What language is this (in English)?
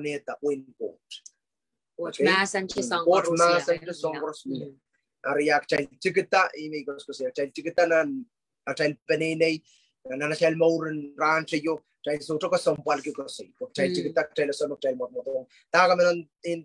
Pohnpeian